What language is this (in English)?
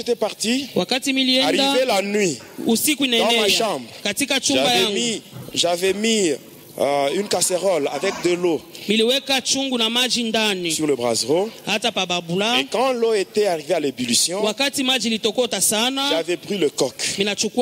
Swahili